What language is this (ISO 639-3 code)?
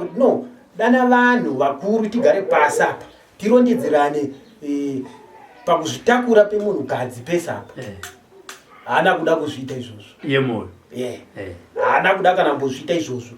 sna